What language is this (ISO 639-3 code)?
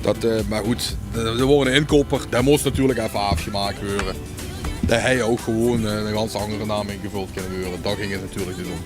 lim